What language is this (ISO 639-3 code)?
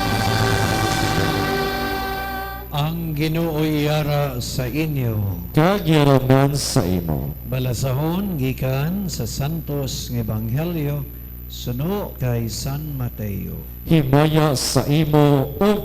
hil